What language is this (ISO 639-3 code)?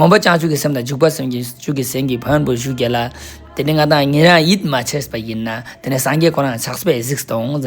lbj